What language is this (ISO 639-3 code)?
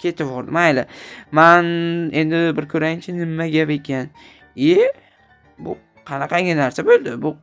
uzb